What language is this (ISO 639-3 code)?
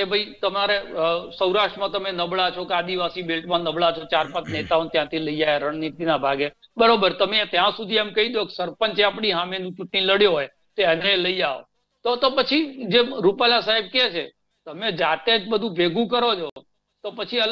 guj